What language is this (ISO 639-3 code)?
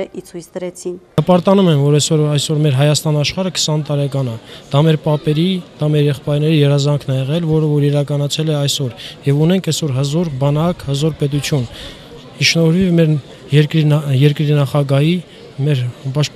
hye